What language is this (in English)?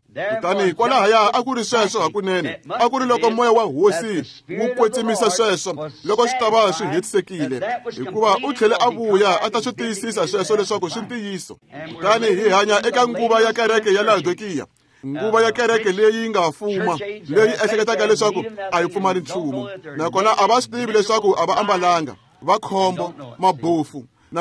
Tsonga